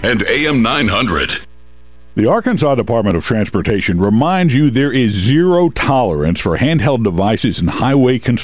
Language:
English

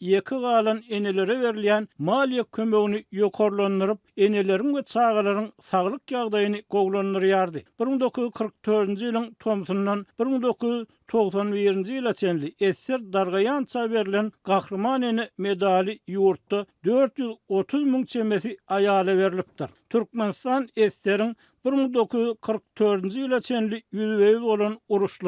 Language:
Turkmen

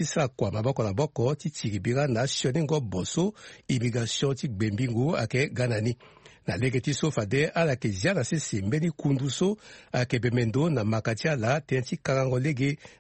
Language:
Sango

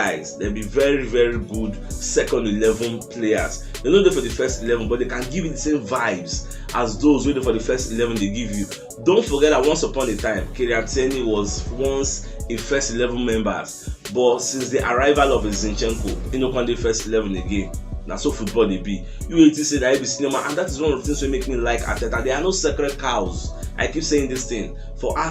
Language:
Nigerian Pidgin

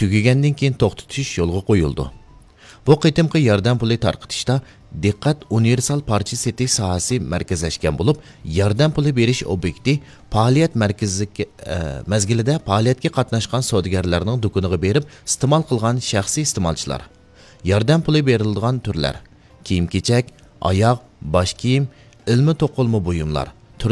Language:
Uyghur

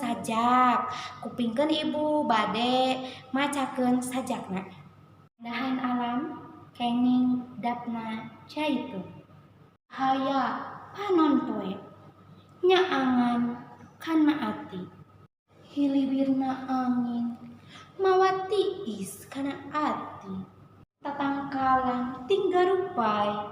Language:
Sundanese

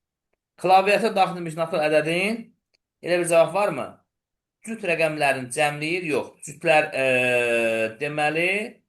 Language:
Azerbaijani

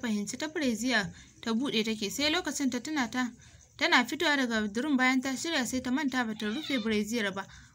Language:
Hausa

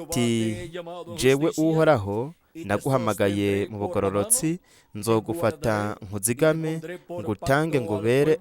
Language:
Rundi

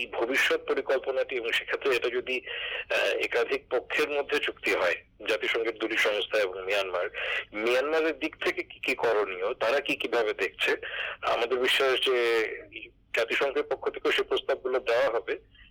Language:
Bangla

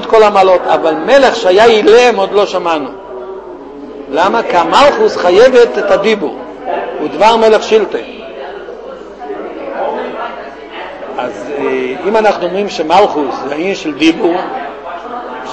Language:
Hebrew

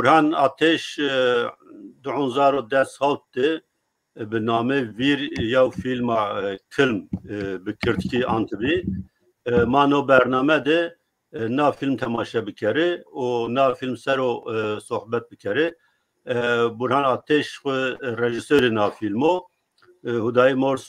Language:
Zaza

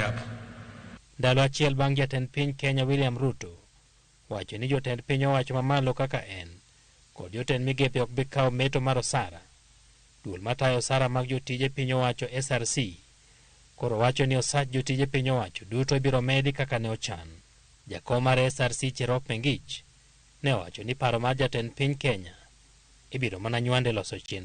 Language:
Luo (Kenya and Tanzania)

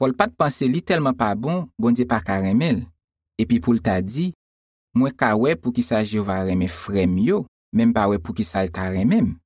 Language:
Haitian Creole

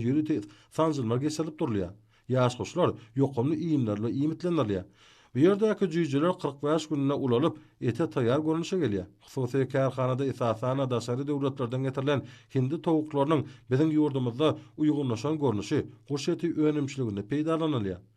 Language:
Turkmen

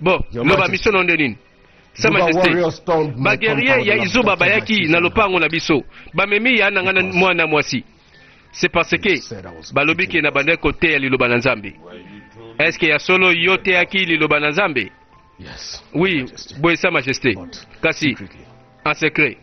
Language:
Lingala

